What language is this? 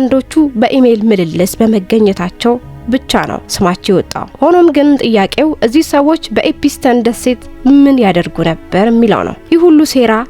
Amharic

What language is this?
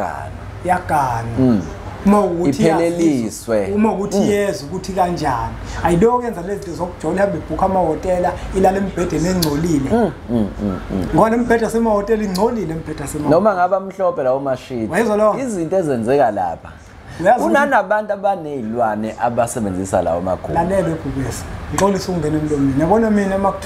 Zulu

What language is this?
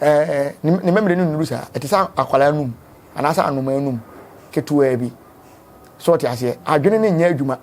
Akan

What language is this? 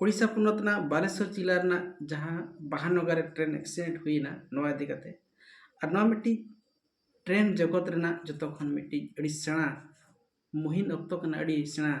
Santali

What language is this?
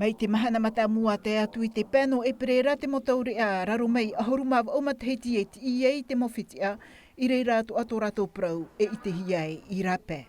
Tahitian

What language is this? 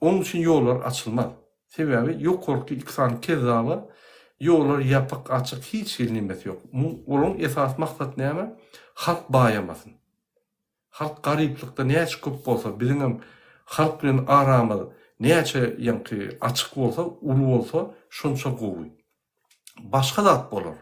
Turkmen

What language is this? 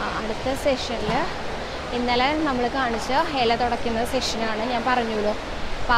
Malayalam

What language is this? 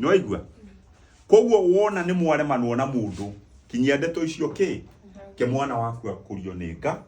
Kikuyu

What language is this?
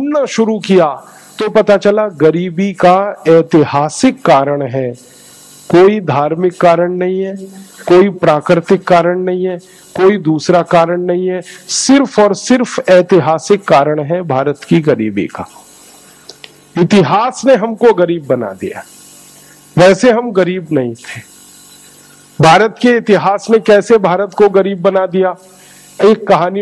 Hindi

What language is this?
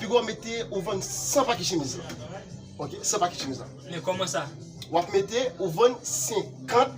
Haitian Creole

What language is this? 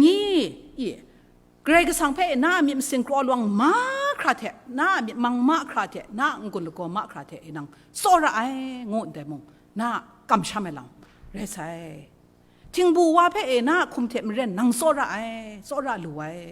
Kachin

